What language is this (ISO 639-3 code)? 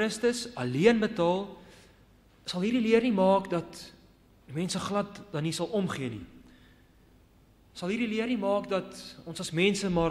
afr